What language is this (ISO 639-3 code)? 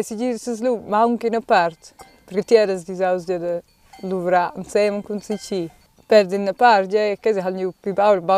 roh